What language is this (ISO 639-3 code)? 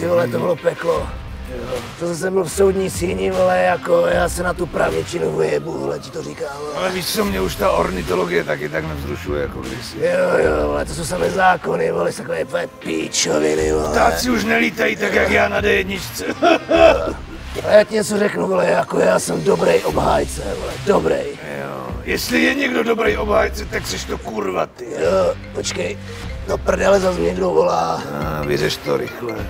ces